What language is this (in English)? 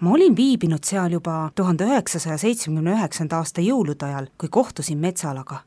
Estonian